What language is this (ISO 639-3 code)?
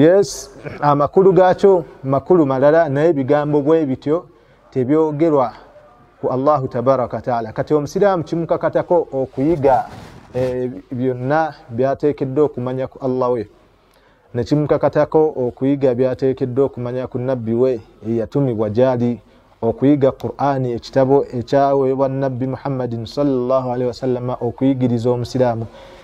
lug